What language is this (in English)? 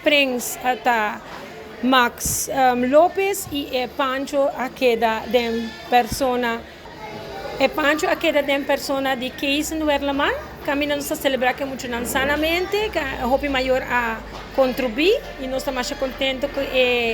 Papiamento